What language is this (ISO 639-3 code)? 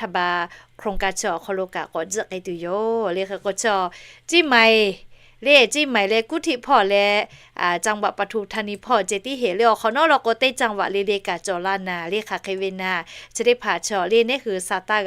lhu